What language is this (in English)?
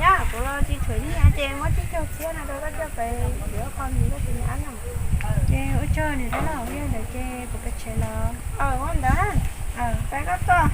Hmong